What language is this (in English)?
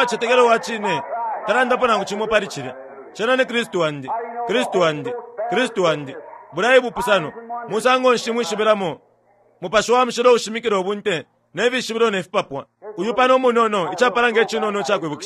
Bemba